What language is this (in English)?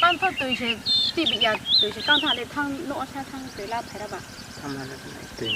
Riang (India)